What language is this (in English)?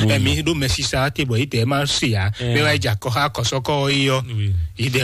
Fon